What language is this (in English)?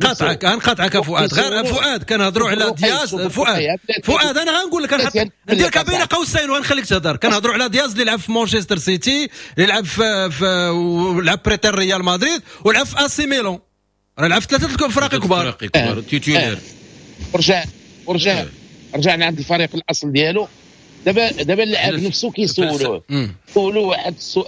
Moroccan Arabic